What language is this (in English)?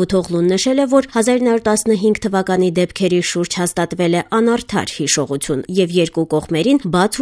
Armenian